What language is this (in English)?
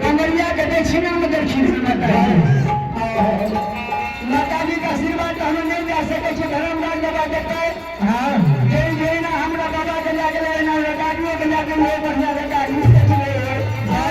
Maithili